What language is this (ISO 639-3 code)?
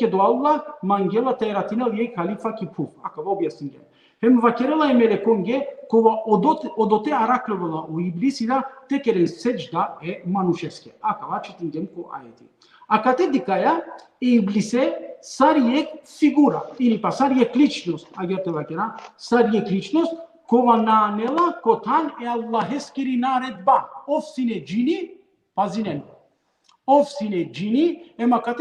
rmn